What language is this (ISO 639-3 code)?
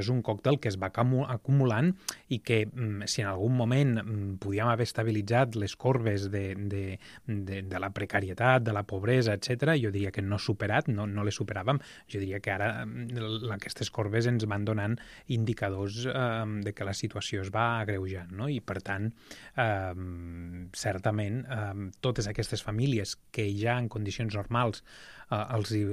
cat